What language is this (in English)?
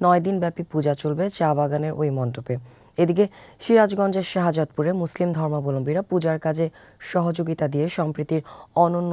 Bangla